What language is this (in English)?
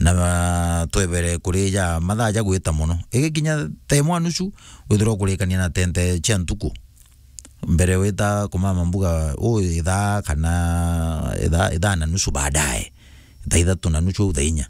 Meru